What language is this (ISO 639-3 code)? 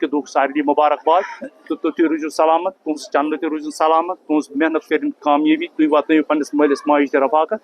kas